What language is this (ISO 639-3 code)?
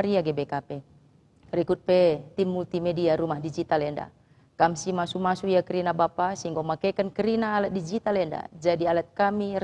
btx